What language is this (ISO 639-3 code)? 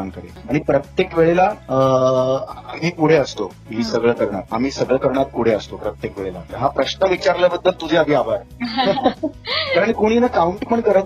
mar